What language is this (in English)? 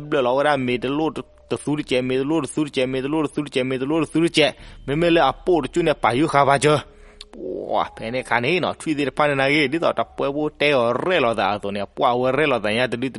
S'gaw Karen